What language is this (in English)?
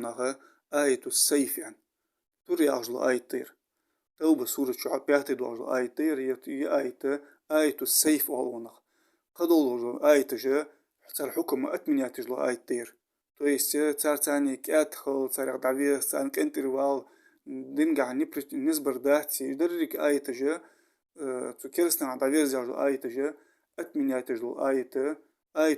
Ingush